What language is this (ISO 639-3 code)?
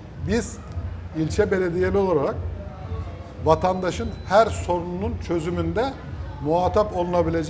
tur